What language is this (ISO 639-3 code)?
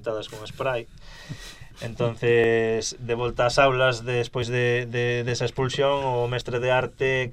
glg